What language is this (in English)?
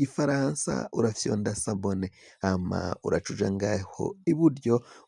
Rundi